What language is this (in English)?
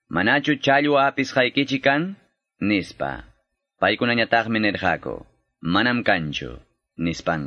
Quechua